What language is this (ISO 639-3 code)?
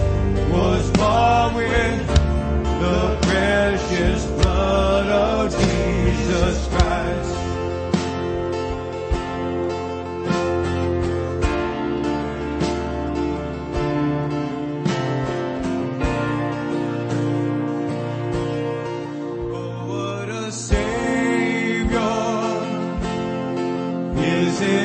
eng